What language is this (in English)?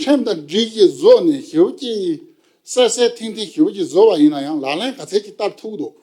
Tibetan